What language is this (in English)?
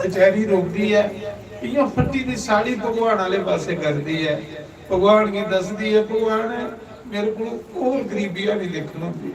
Dogri